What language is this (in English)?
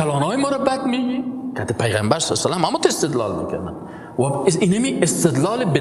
Persian